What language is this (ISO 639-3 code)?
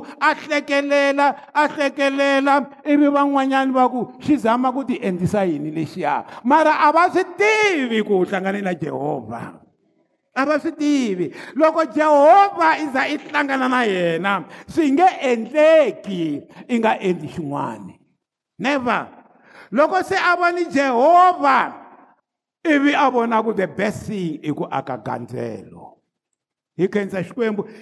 tso